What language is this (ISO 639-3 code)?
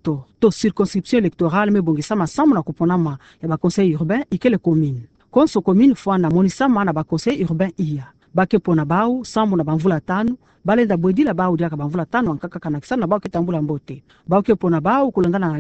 ktu